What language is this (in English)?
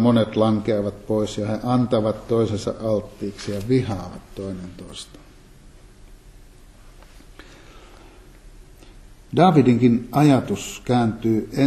Finnish